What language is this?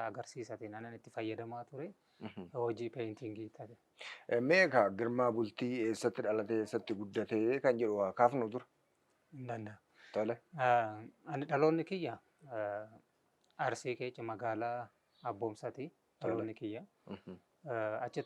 Oromo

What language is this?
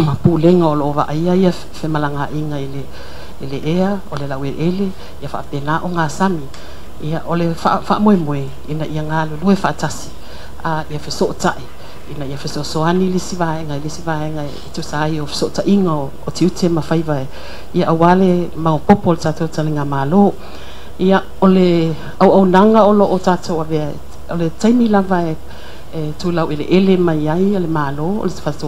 Samoan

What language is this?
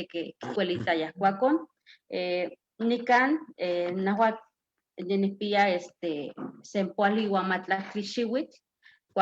Eastern Huasteca Nahuatl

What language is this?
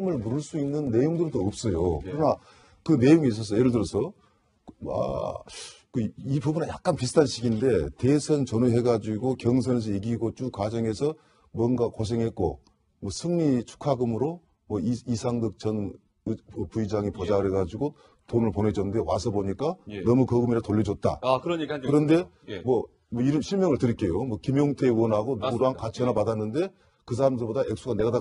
Korean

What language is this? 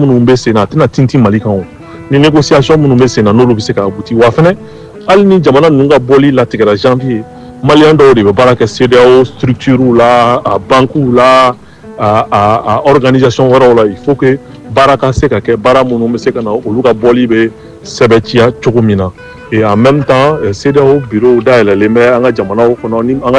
Bambara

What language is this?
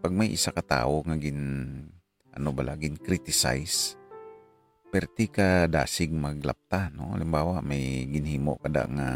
Hiligaynon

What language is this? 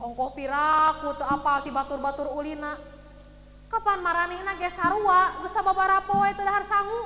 Sundanese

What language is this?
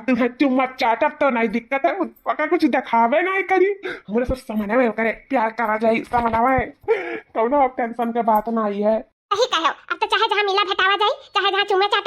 Awadhi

